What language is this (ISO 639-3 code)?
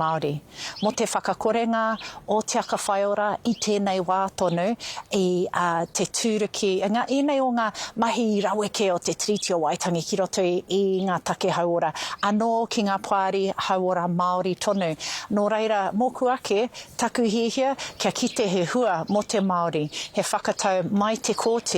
mri